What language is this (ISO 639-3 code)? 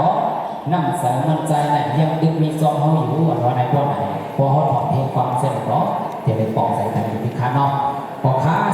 shn